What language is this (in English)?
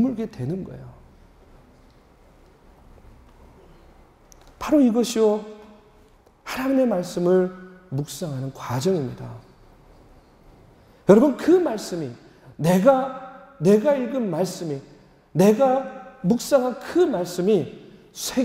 Korean